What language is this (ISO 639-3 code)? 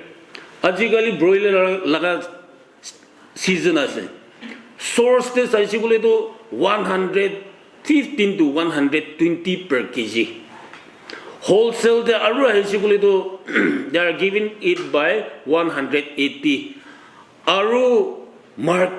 nag